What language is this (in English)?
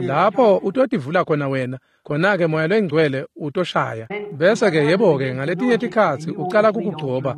Swati